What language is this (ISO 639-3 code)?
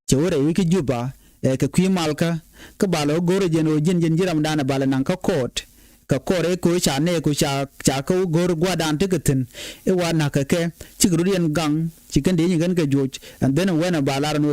nus